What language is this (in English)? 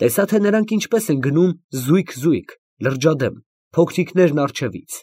Armenian